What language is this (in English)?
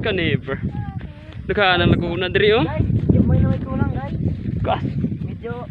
Cebuano